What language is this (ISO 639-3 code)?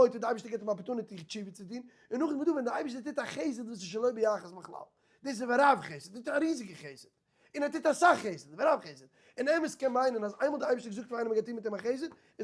yid